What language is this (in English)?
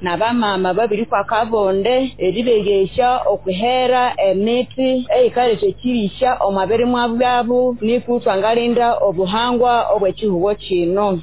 Nyoro